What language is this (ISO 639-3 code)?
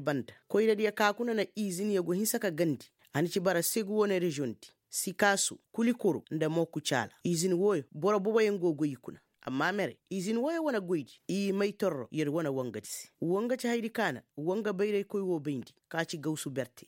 ses